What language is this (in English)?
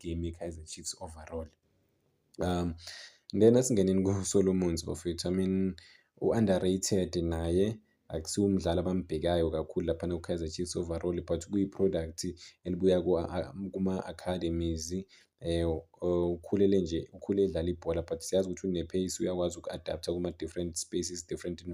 Zulu